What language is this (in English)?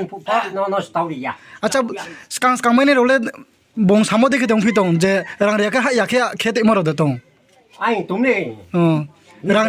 Riang (India)